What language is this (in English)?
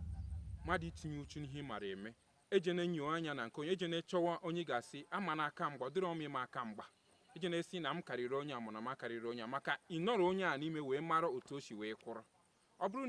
Igbo